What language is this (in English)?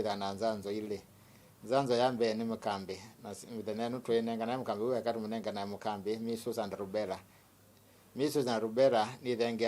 Kamba